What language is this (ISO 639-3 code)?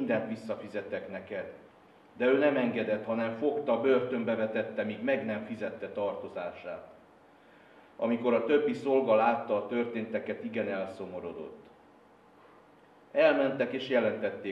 hun